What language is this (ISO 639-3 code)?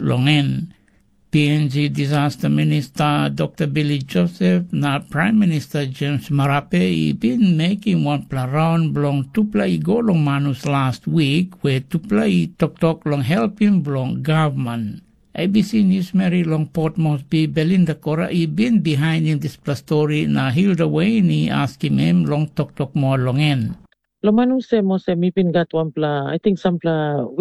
tpi